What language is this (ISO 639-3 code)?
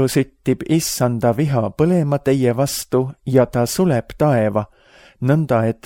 est